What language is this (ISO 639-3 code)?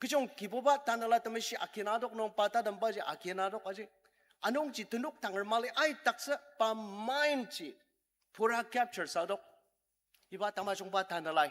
njo